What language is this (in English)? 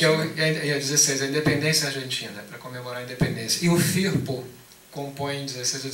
Portuguese